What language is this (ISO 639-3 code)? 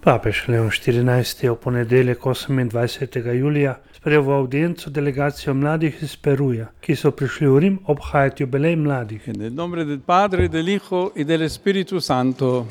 slv